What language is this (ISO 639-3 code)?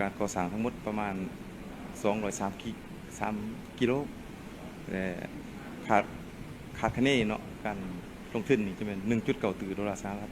lao